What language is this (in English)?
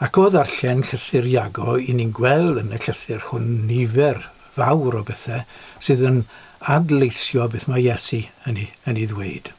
Welsh